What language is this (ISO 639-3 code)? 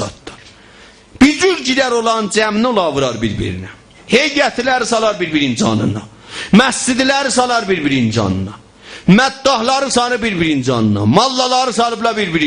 azb